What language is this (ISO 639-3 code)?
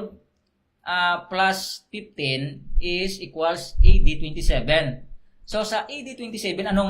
hil